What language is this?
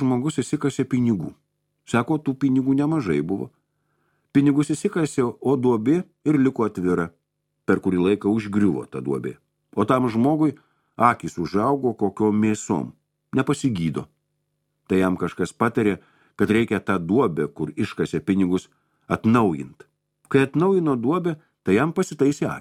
Lithuanian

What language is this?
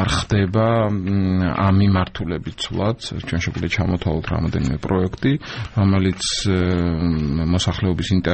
Georgian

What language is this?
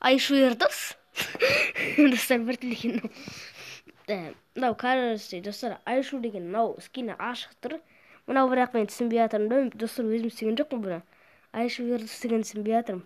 Kazakh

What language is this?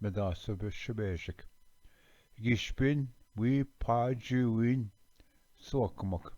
Ojibwa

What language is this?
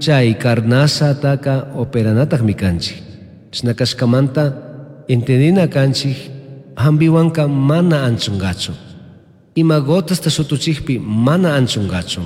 Chimborazo Highland Quichua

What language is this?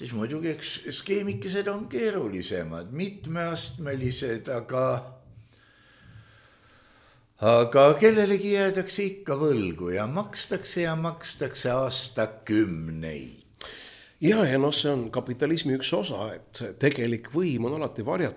Estonian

